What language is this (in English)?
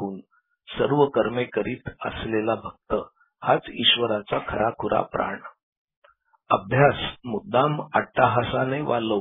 Marathi